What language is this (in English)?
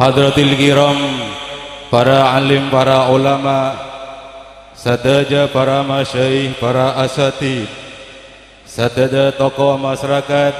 Madurese